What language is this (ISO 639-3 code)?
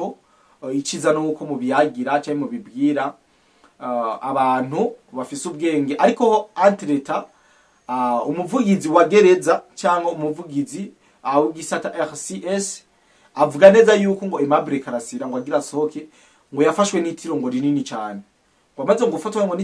run